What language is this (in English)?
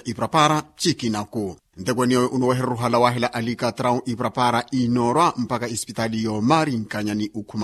Makhuwa